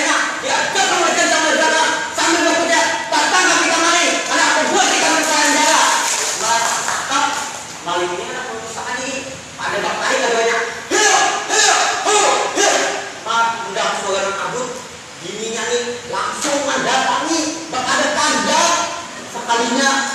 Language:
Banjar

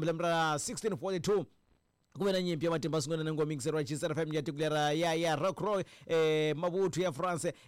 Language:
Tsonga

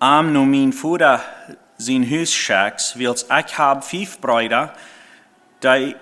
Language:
Plautdietsch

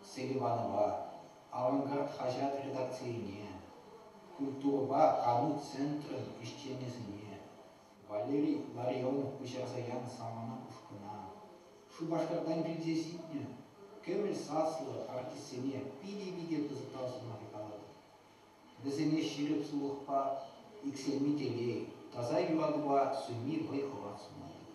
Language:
Chuvash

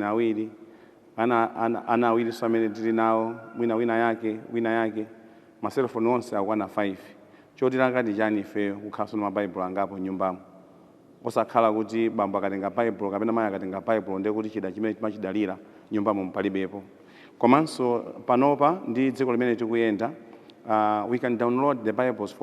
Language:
Nyanja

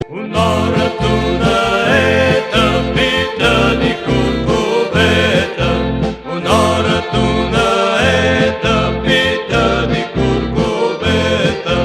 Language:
Aromanian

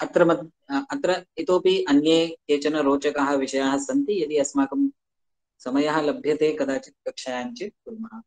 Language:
Sanskrit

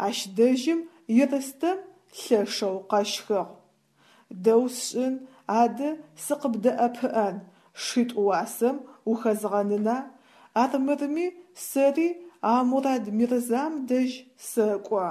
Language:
Adyghe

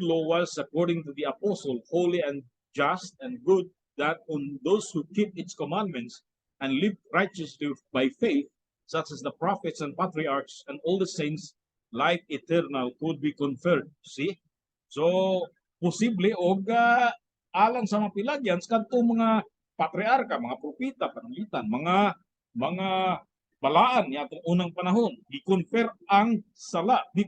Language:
Cebuano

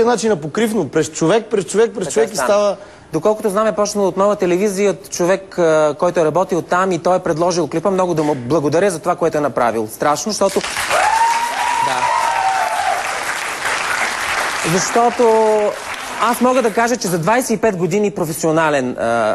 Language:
Bulgarian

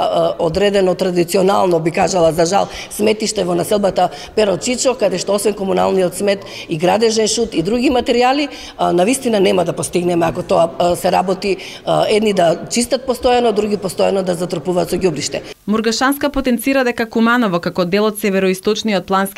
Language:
Macedonian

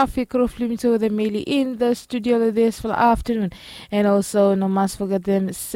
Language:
Bislama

